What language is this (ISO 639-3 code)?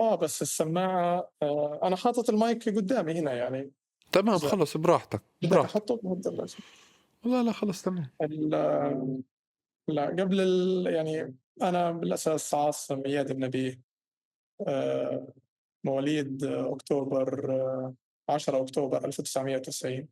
apc